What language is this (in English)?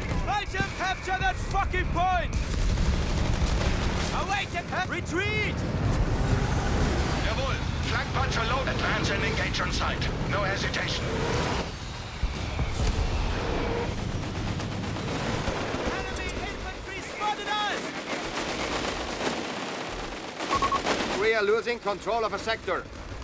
English